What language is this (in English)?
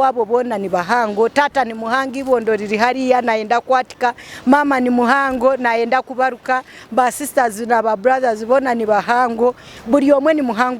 Nyankole